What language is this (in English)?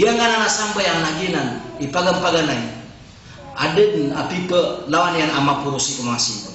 Maranao